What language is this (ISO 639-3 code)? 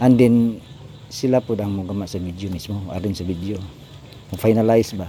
ceb